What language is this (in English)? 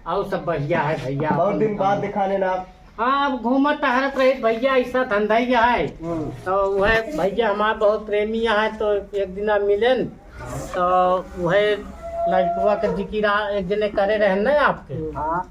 Awadhi